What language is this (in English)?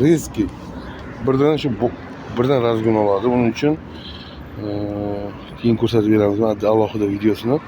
Uzbek